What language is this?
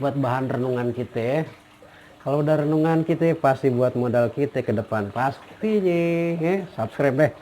Betawi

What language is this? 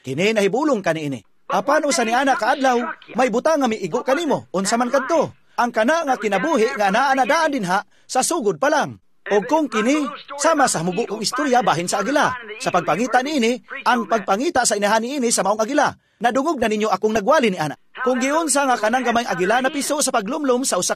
Cebuano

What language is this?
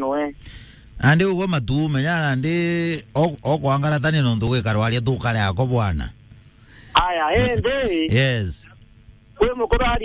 Meru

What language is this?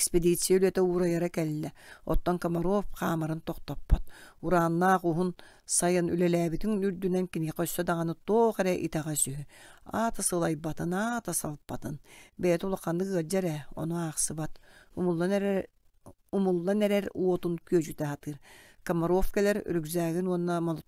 Yakut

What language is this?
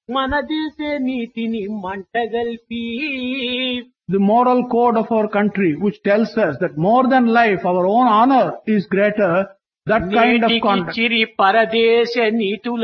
Telugu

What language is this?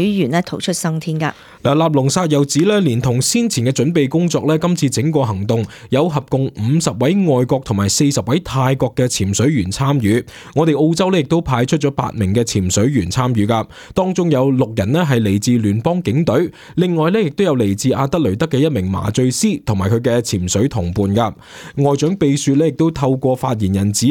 Cantonese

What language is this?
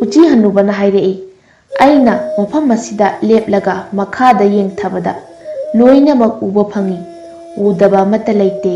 Manipuri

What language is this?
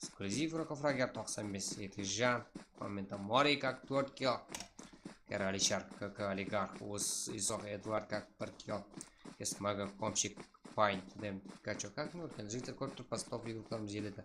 Kara-Kalpak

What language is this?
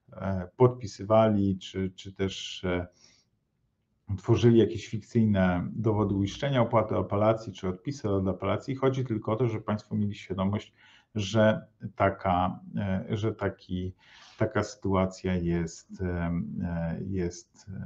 Polish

